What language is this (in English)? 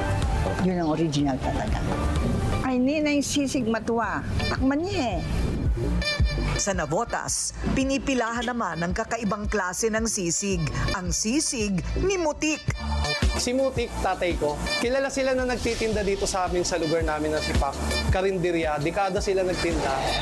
Filipino